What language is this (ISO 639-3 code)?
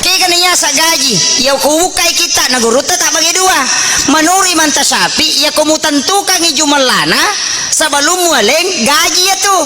bug